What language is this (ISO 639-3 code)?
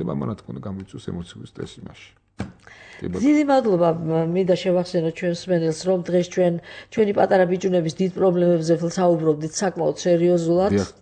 kat